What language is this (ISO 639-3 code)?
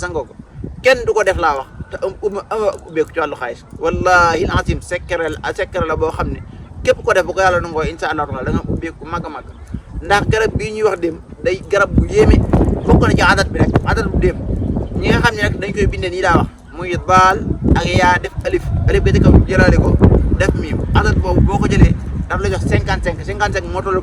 wol